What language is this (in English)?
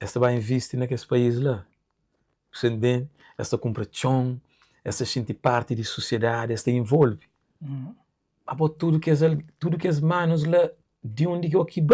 Kabuverdianu